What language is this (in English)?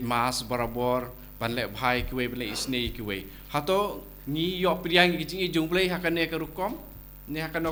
Khasi